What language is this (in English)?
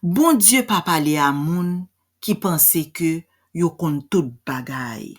Haitian Creole